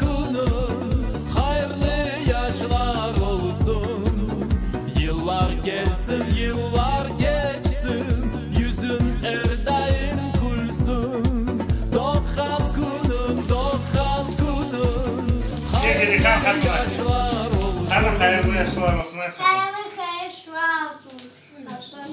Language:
Crimean Tatar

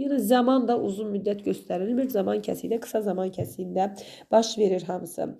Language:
Azerbaijani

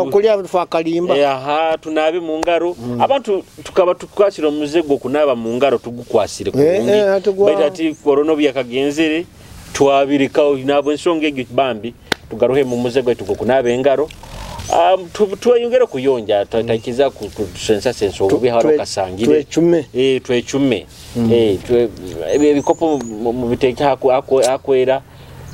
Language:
Nyoro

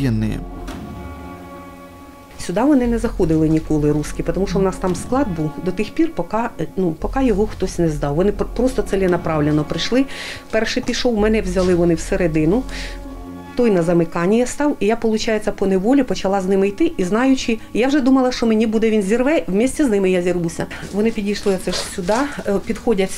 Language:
Ukrainian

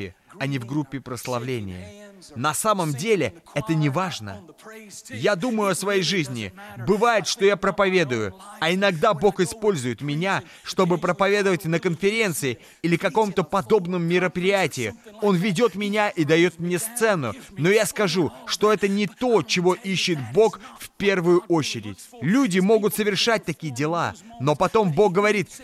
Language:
Russian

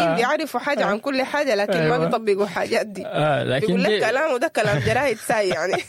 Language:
Sudanese Arabic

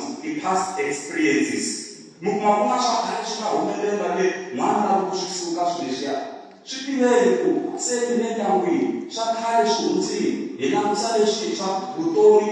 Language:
Tsonga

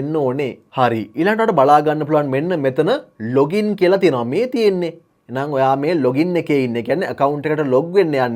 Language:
Sinhala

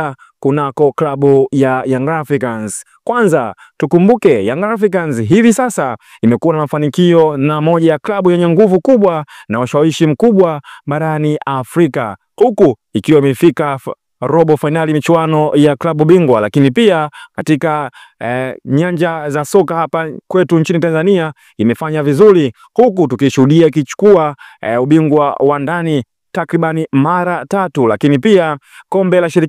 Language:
Swahili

